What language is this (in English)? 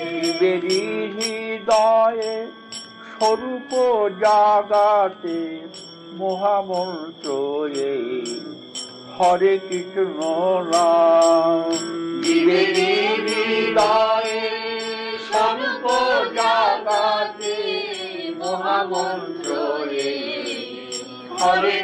Bangla